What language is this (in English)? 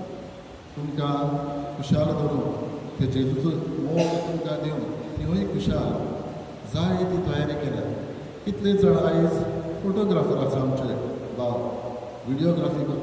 Konkani